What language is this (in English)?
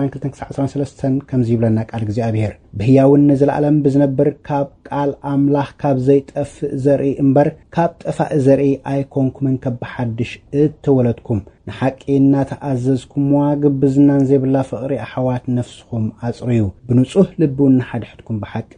Tigrinya